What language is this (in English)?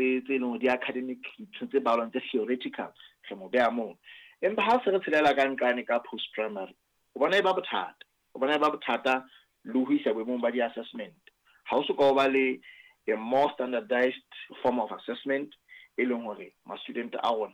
Southern Sotho